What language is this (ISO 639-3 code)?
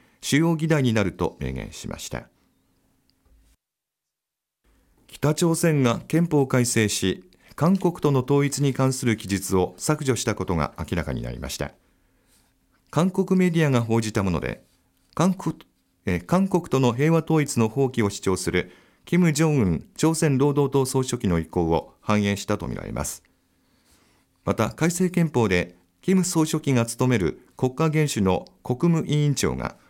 jpn